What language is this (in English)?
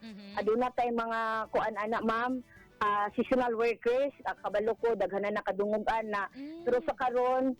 Cebuano